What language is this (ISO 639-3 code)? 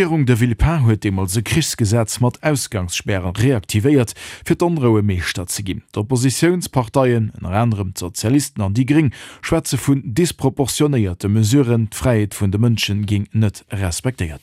ltz